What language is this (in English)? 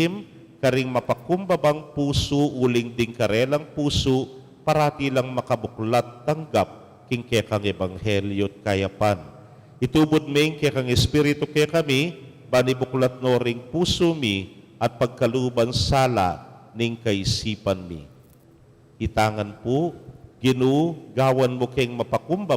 Pampanga